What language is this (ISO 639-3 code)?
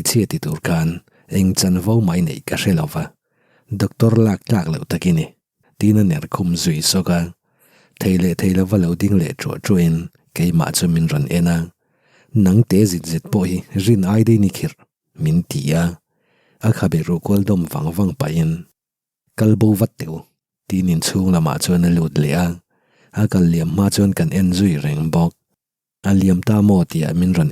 lus